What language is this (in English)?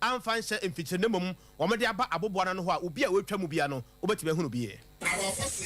Akan